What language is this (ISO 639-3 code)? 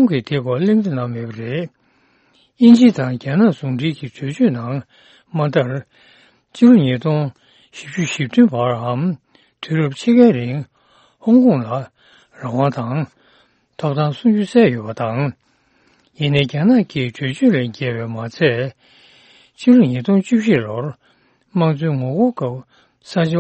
bod